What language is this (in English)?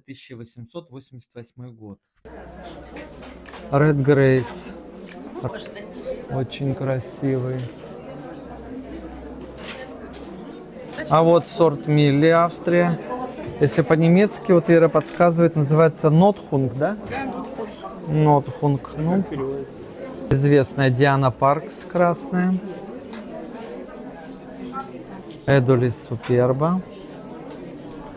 Russian